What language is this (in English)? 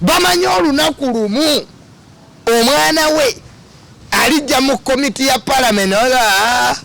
Ganda